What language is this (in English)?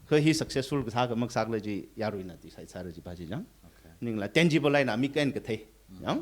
Tangkhul Naga (India)